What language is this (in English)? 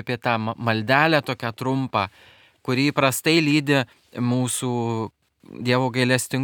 Lithuanian